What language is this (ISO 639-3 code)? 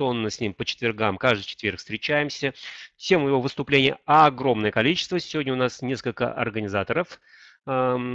rus